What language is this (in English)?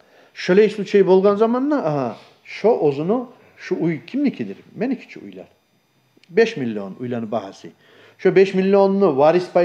Kumyk